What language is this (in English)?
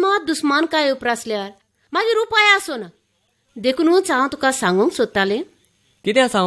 Konkani